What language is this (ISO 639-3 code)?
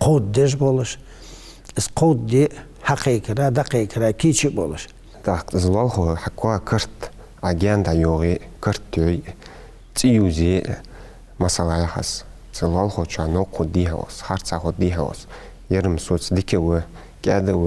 inh